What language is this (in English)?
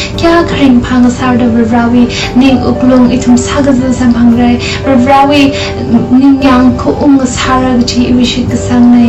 Tangkhul Naga (India)